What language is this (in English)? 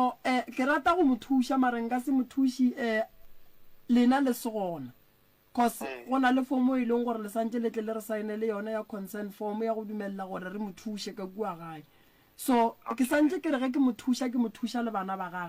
Northern Sotho